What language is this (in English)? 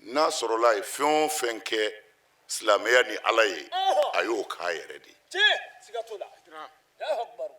Bambara